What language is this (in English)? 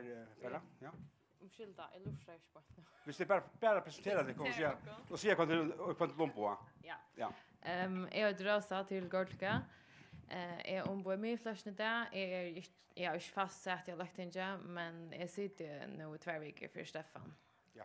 Faroese